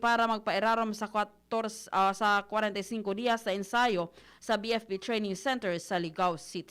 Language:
Bikol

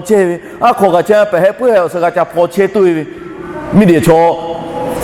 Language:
Lahu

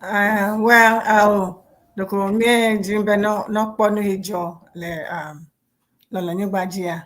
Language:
Ewe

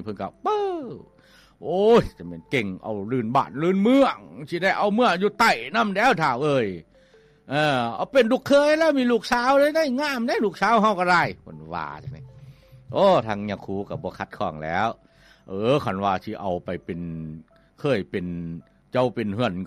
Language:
Lao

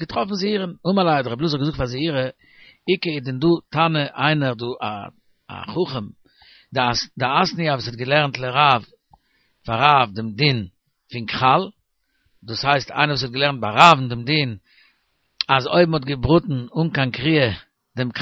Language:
Yiddish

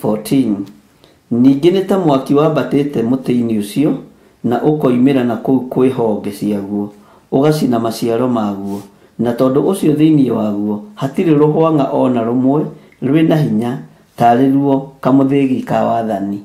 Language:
Kikuyu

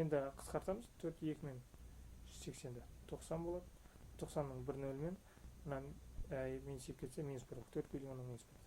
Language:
Kazakh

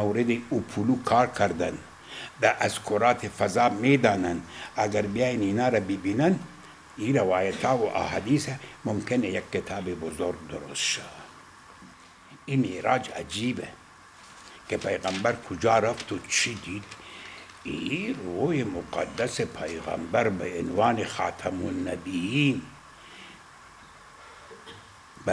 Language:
Persian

